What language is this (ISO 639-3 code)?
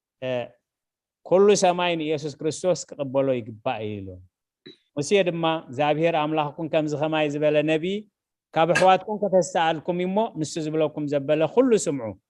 tir